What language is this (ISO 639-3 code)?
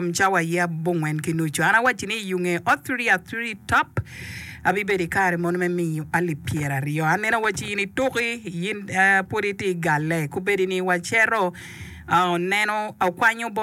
ach